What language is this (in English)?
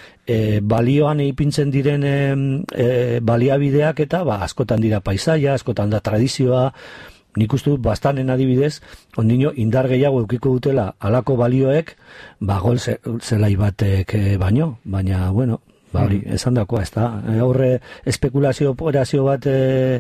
Basque